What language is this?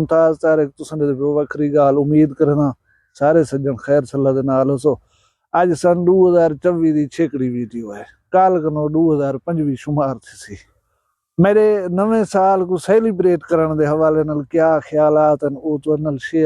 Saraiki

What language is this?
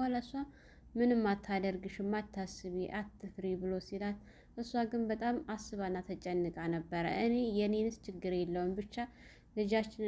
Amharic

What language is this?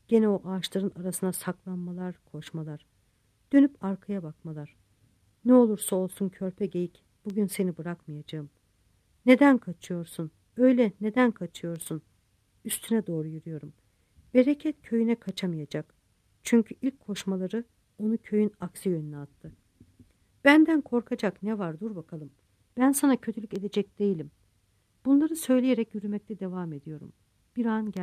Turkish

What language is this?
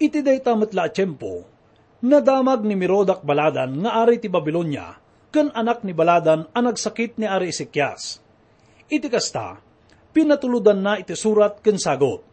Iloko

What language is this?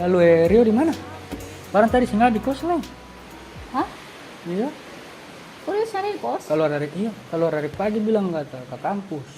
Ambonese Malay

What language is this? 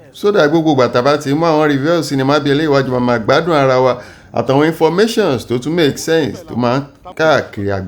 Yoruba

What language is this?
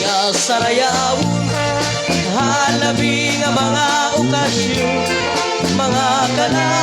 Waray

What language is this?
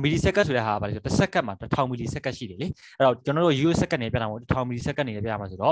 Burmese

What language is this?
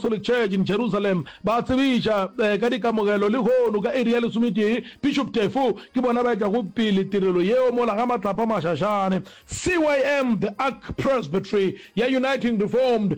Northern Sotho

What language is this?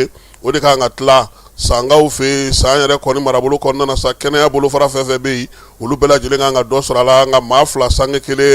Bambara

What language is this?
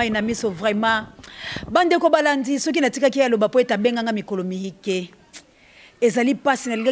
Lingala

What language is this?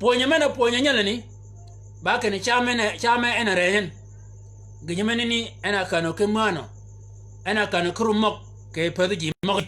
Shilluk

